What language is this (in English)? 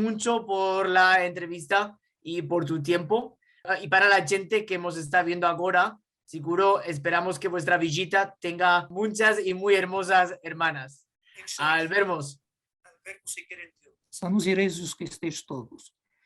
Ladino